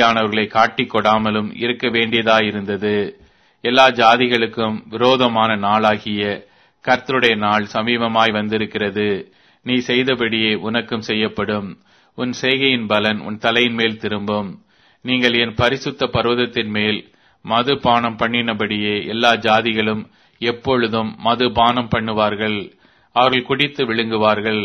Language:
Tamil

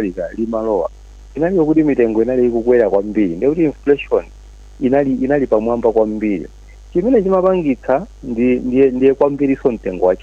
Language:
Nyanja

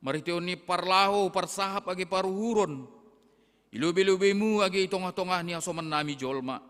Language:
Batak Simalungun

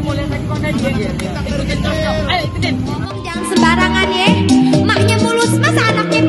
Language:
Betawi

